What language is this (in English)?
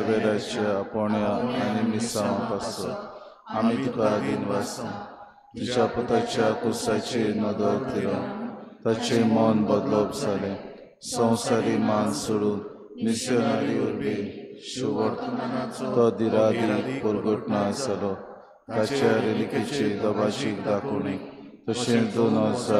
Konkani